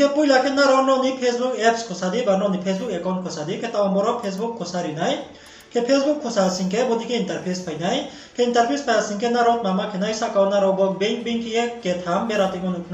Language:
Riang (India)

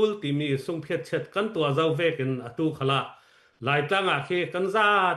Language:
Falam Chin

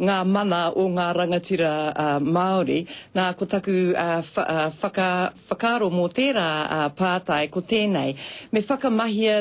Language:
Māori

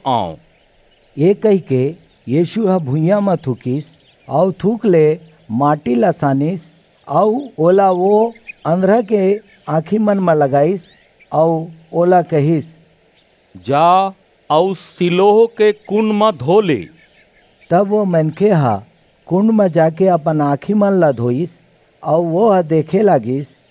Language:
Chhattisgarhi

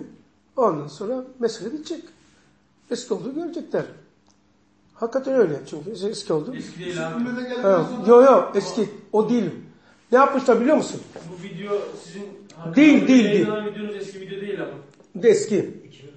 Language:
Turkish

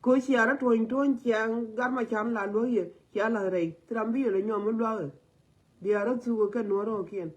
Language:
Nuer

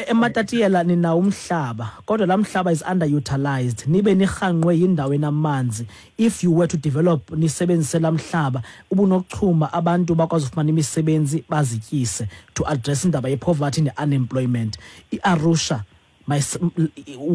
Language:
Xhosa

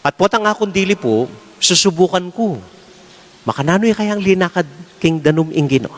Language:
Pampanga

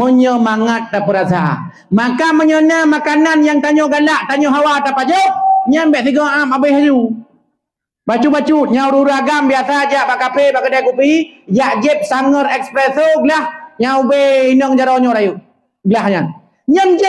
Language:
Achinese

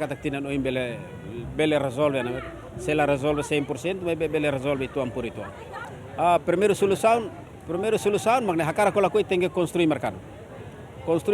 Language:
Tetum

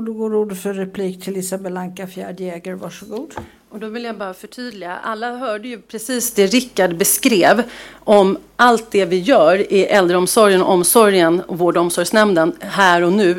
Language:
Swedish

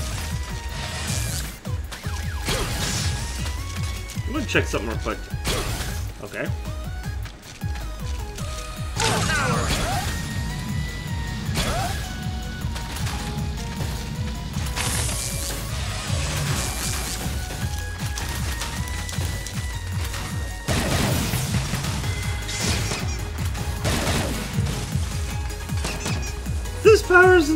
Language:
English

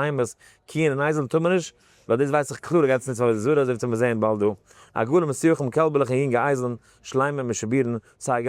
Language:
Yiddish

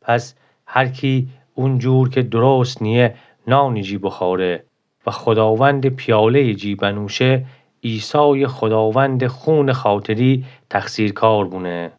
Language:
Gilaki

